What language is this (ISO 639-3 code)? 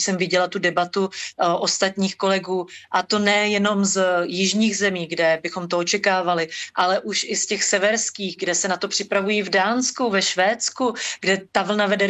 ces